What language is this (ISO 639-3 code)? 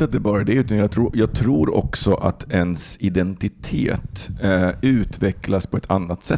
swe